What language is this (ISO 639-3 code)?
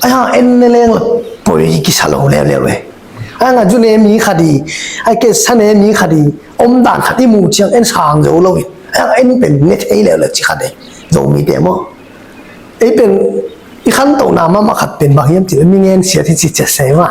ctd